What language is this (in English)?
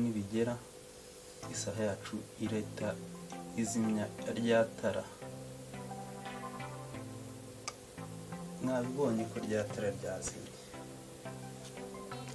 Kinyarwanda